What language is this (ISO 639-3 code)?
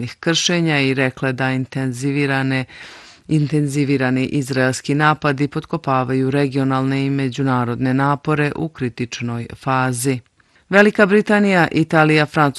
bos